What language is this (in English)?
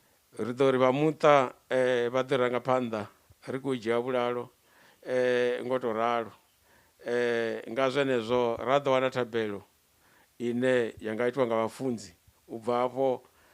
Venda